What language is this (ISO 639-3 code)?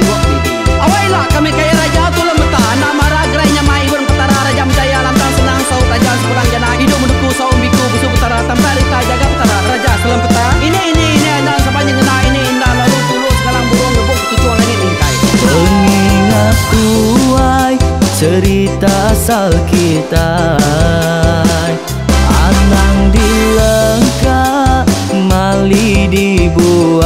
iba